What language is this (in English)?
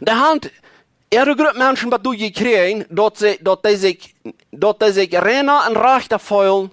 Plautdietsch